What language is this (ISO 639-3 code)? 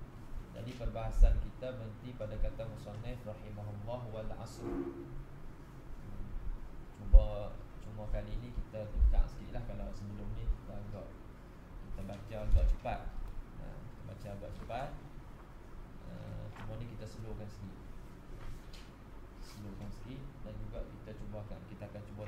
msa